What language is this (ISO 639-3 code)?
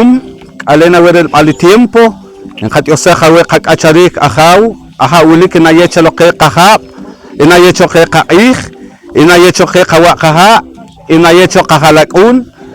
poh